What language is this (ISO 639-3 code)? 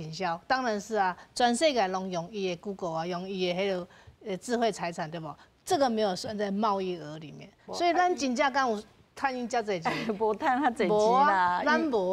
nan